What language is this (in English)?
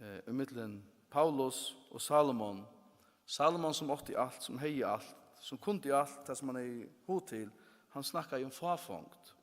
Faroese